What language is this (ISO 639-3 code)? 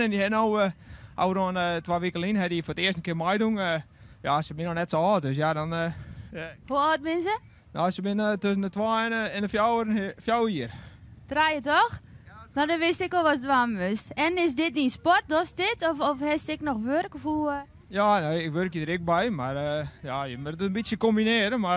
fry